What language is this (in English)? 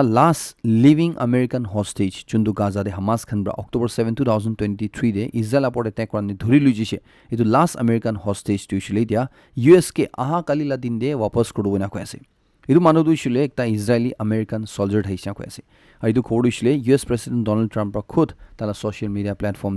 Naga Pidgin